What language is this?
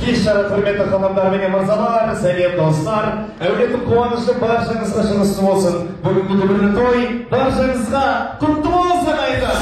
Kazakh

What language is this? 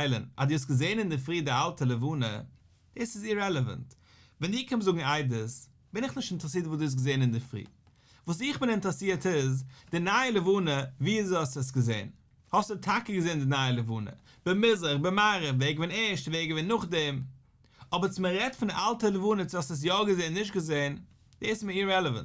Yiddish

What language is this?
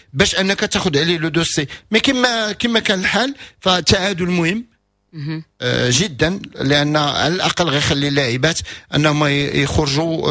Moroccan Arabic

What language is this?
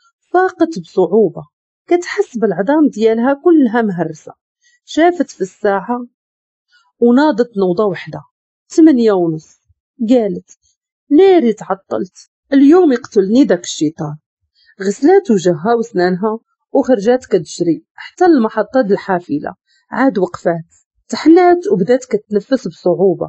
Moroccan Arabic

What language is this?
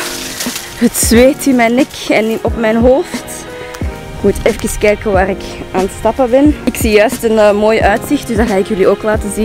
Dutch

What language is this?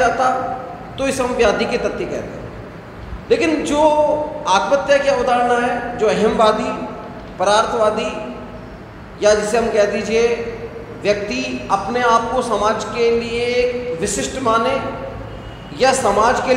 Hindi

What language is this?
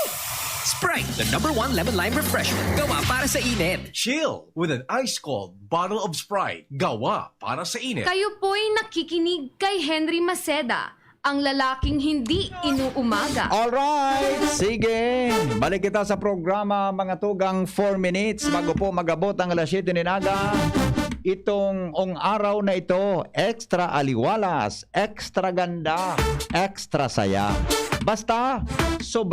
Bikol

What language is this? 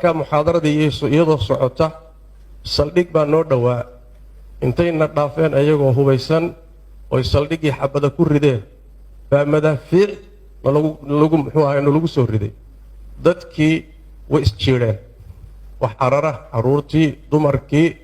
Somali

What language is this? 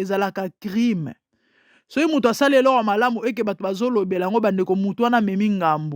Lingala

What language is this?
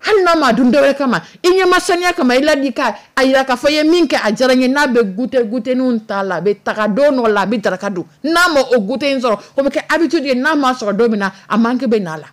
Dyula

